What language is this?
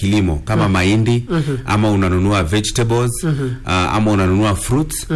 Swahili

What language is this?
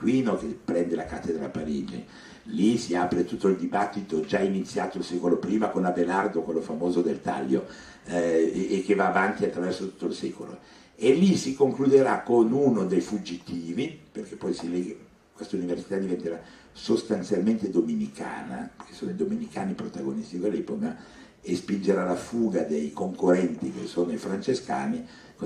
Italian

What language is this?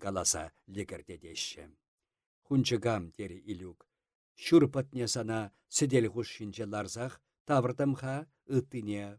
Chuvash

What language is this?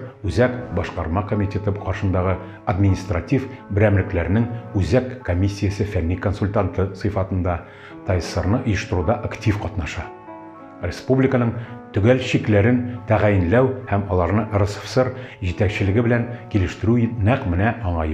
Tatar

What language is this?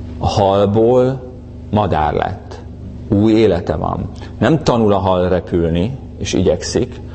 Hungarian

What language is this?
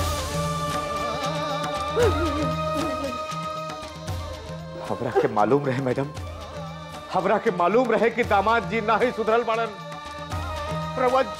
Bhojpuri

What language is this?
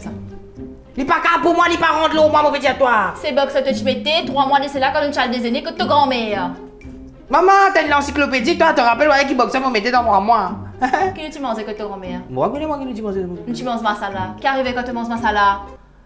Morisyen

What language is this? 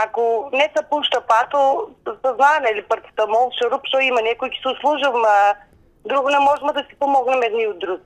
Macedonian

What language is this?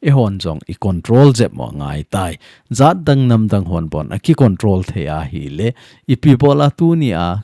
Thado Chin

